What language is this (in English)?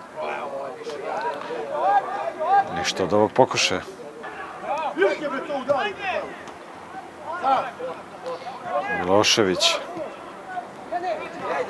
Serbian